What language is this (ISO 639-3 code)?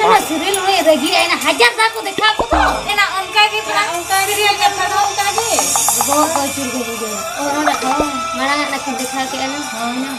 sat